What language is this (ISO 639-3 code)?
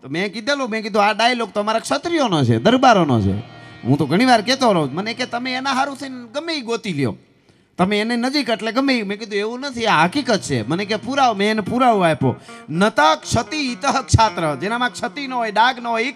guj